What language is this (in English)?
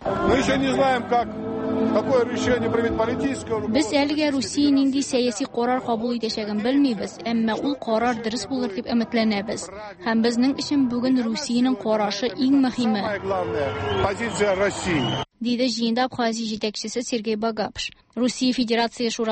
Tatar